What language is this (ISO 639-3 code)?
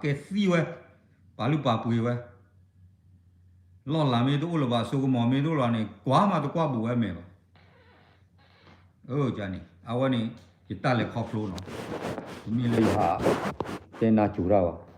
ksw